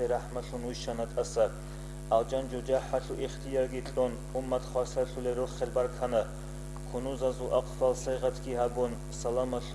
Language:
Avaric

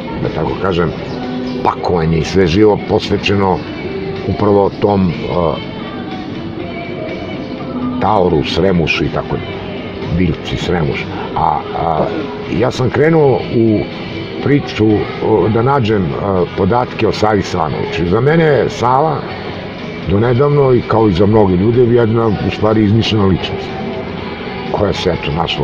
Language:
Serbian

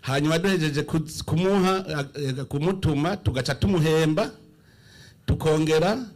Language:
Rundi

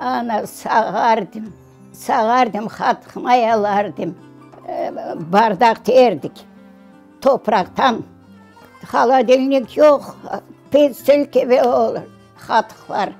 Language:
Crimean Tatar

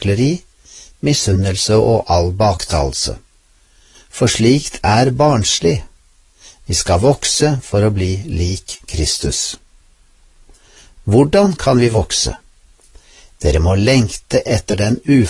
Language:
Norwegian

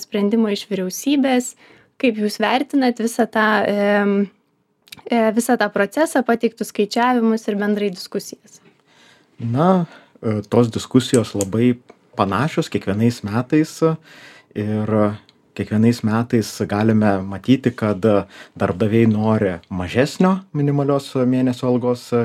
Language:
Lithuanian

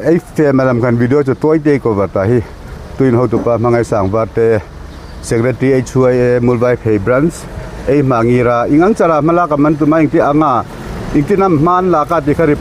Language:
Hmar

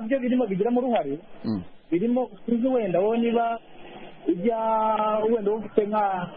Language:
Kinyarwanda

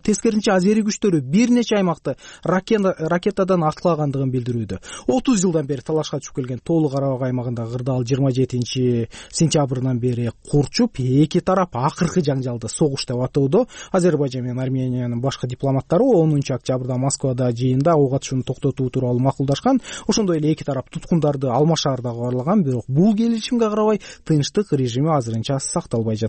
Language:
Kyrgyz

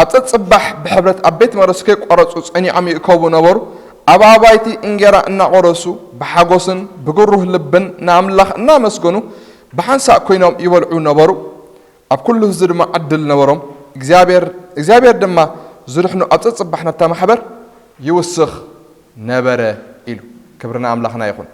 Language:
Tigrinya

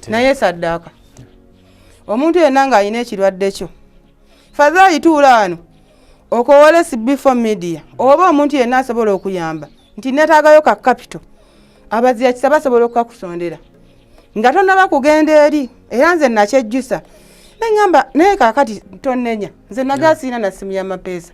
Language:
Ganda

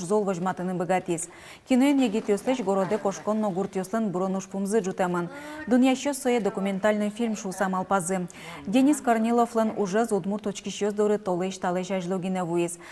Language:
Udmurt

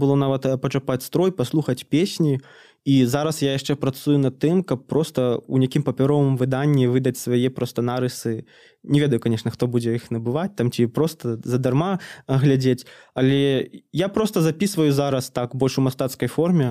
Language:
Belarusian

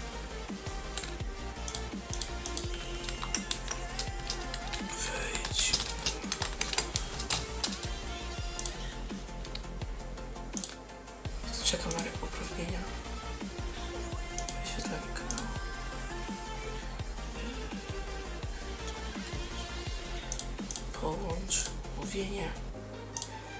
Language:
Polish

